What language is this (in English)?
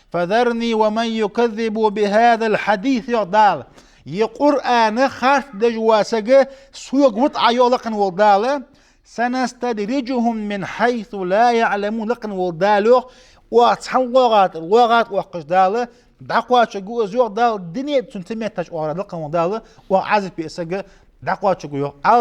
Ingush